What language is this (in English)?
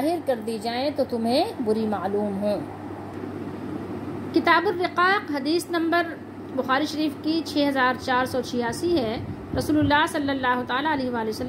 Urdu